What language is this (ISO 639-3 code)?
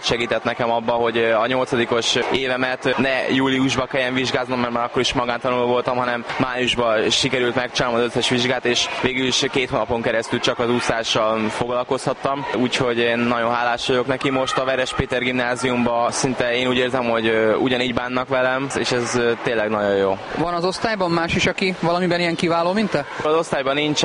hun